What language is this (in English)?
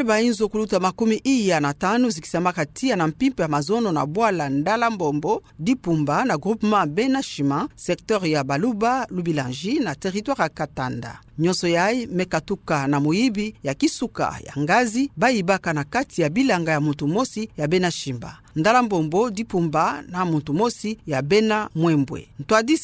Kituba (Democratic Republic of Congo)